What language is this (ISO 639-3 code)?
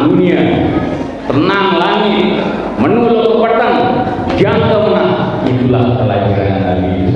sas